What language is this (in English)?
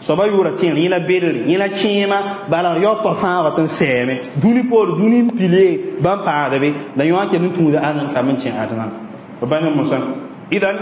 Mossi